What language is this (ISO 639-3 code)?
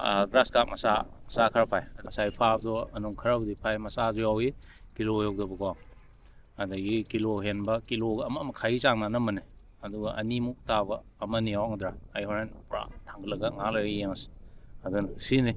mni